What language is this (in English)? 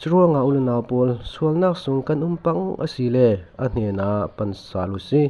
Falam Chin